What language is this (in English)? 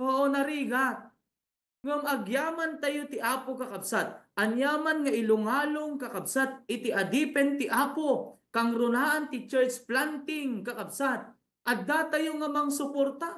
Iloko